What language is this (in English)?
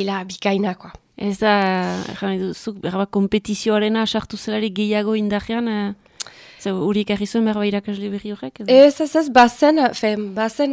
Basque